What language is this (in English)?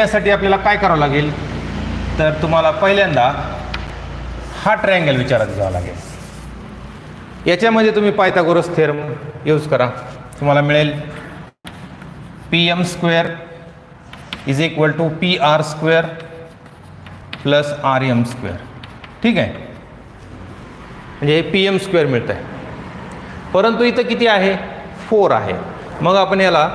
Marathi